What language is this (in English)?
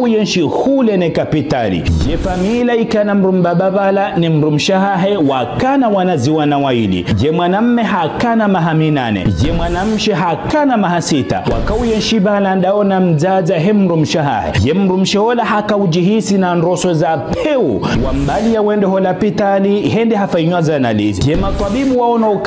Ngazidja Comorian